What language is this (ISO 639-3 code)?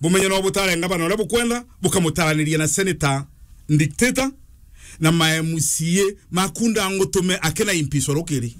mer